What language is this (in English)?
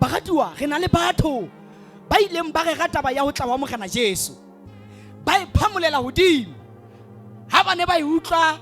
Southern Sotho